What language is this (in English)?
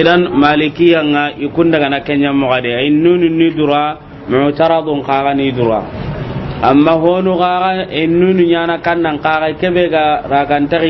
Soninke